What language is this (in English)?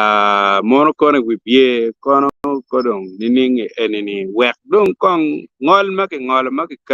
Acoli